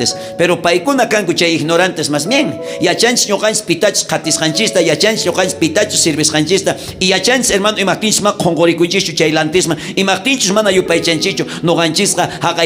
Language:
South Bolivian Quechua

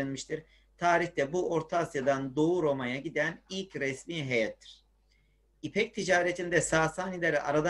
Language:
Turkish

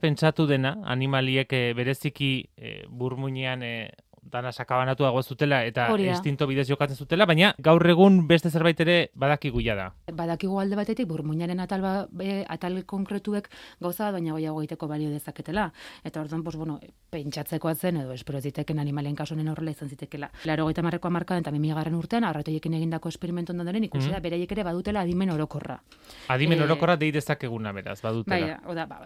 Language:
Basque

